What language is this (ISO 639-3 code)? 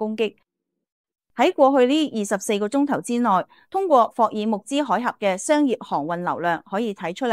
yue